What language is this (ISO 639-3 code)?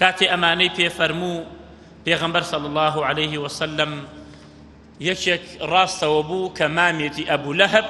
ckb